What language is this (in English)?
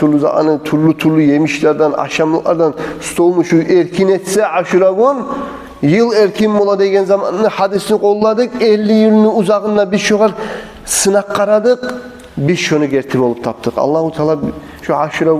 Kumyk